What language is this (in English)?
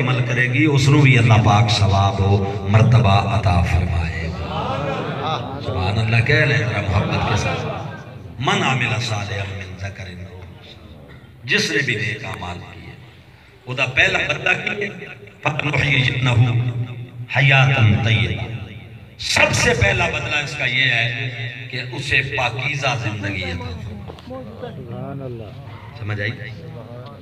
Saraiki